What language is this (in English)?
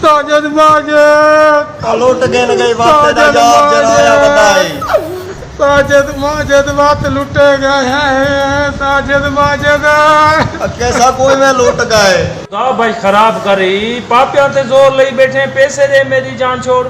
Saraiki